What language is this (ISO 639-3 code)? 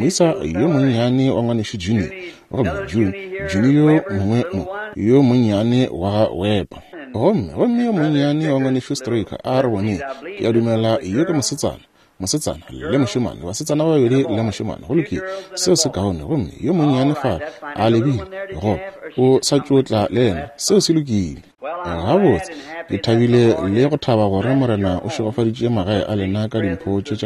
nso